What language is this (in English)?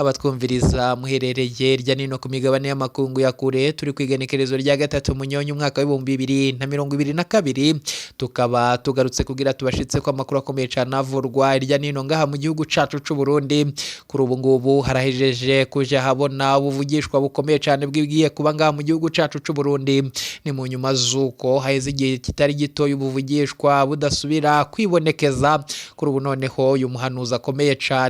Rundi